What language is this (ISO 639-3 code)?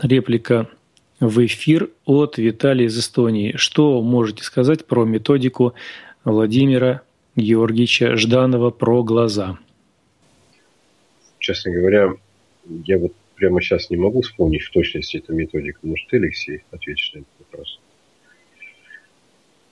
rus